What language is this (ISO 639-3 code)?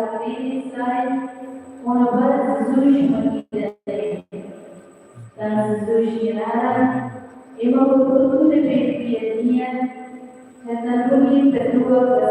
tet